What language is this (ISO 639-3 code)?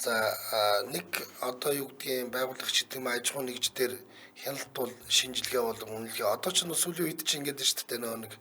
mon